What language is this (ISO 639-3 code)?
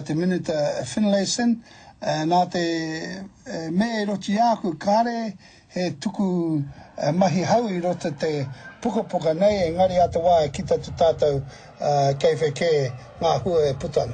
mri